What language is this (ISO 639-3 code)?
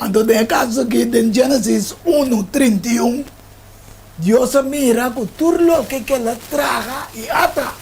pap